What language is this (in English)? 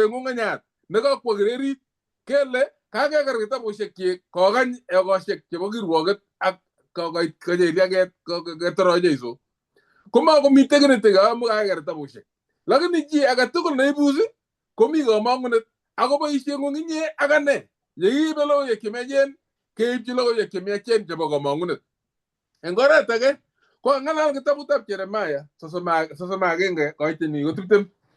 Kalenjin